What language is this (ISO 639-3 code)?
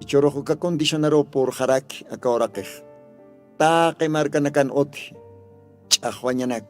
aym